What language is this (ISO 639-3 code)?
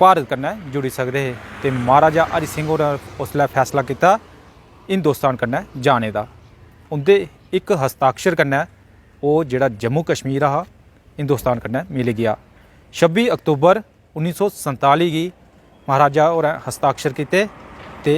doi